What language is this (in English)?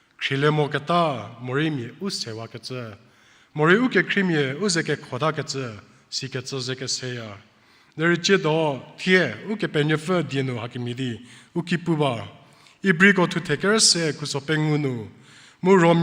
Angami Naga